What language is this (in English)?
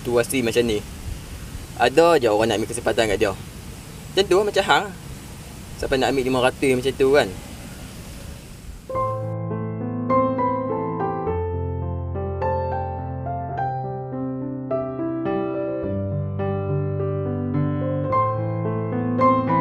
Malay